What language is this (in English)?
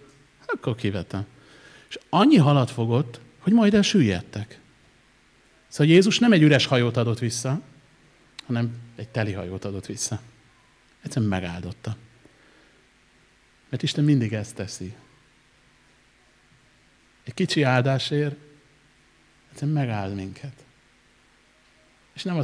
Hungarian